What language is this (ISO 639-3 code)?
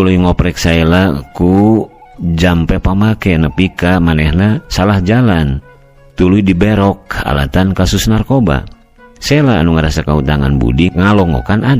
sun